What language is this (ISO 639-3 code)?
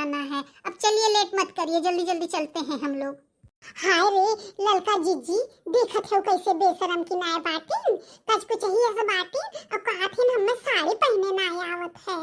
bho